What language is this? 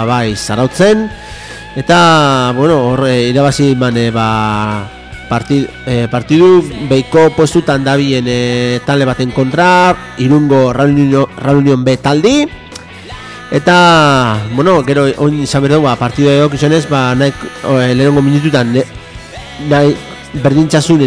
Basque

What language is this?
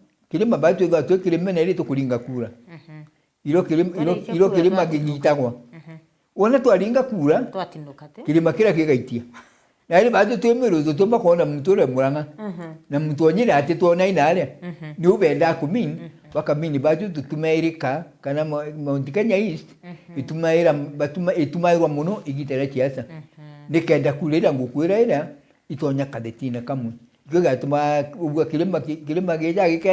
Meru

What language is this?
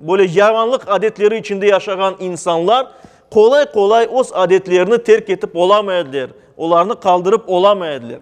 Crimean Tatar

